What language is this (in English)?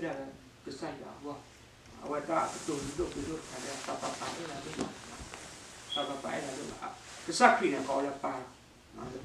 S'gaw Karen